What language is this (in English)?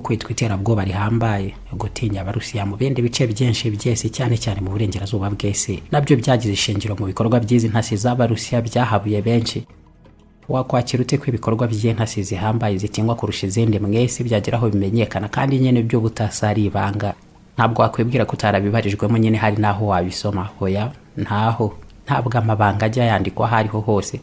Kinyarwanda